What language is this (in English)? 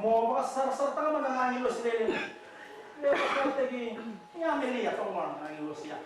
Fijian